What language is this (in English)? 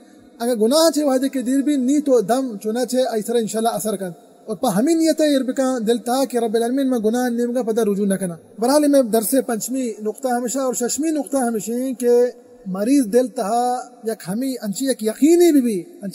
Baluchi